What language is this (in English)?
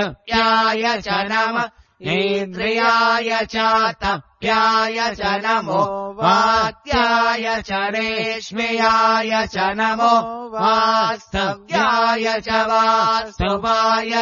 Sanskrit